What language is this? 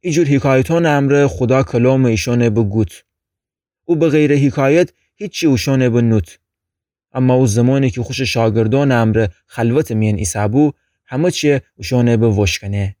Gilaki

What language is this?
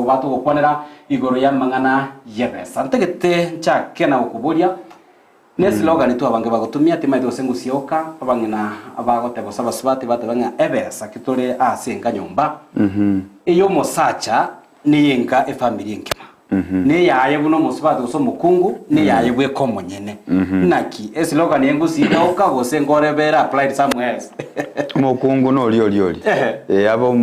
Gusii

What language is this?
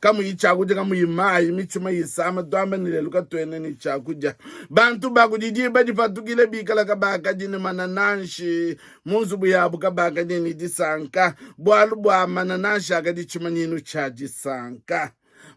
Luba-Lulua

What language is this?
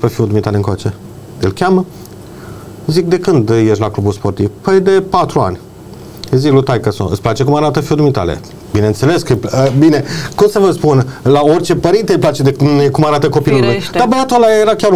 Romanian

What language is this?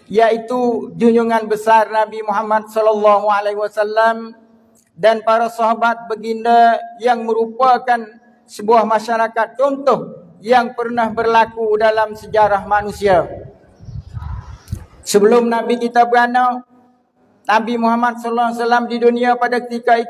Malay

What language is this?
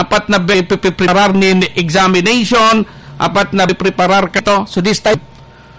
Bikol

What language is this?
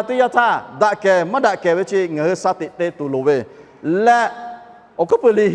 Lahu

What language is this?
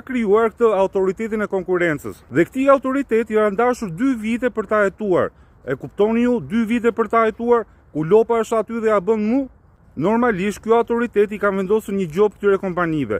Albanian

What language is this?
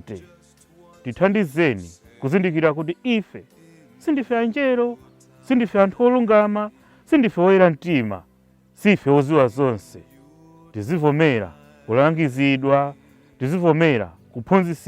Nyanja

